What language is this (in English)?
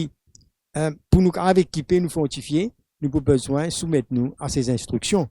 Morisyen